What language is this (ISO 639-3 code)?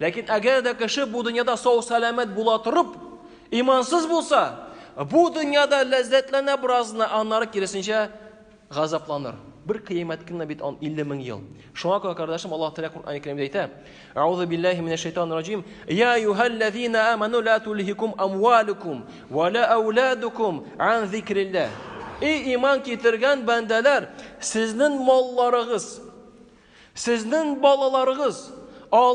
tat